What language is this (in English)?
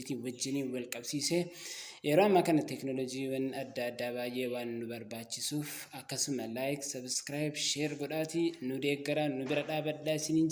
Oromo